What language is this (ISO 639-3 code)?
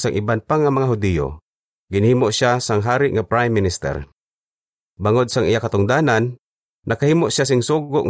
hil